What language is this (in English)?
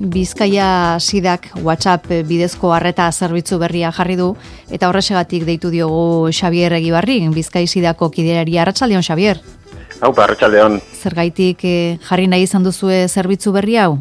Basque